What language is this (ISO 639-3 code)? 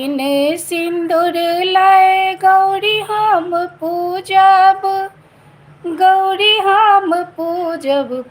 mai